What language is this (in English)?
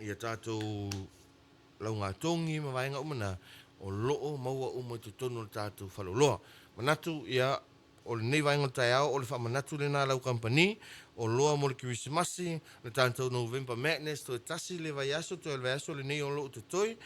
Samoan